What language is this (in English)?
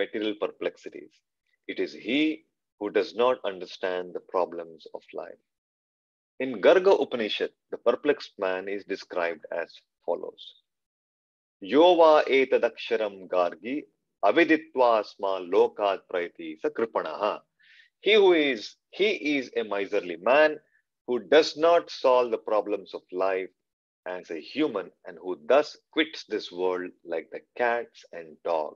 English